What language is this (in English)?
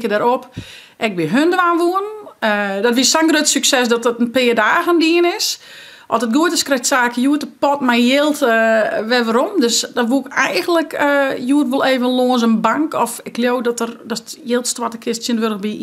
Western Frisian